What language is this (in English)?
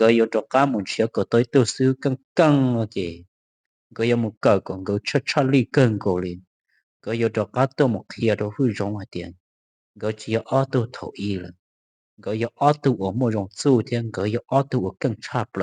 Hmong